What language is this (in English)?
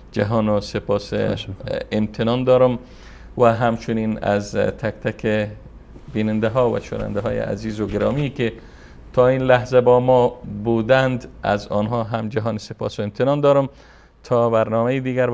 Persian